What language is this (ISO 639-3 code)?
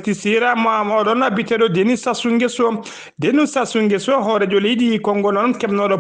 ful